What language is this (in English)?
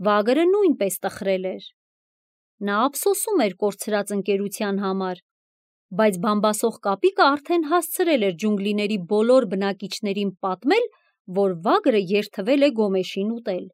Armenian